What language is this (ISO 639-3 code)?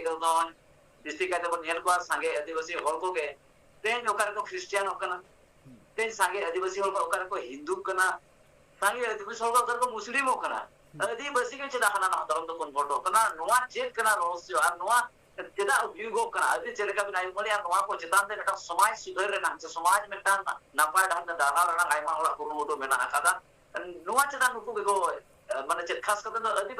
sat